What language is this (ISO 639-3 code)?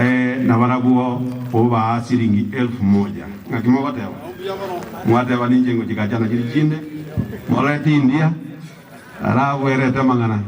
guz